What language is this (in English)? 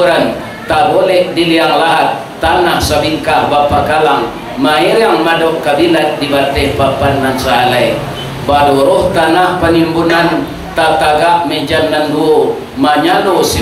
Minangkabau